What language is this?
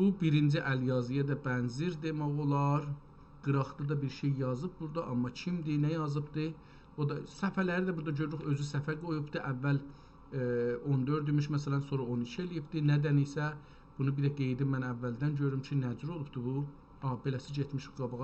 South Azerbaijani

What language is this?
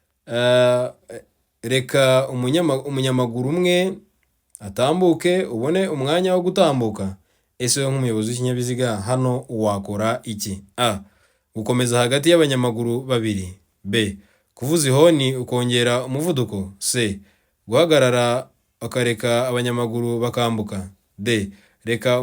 Kinyarwanda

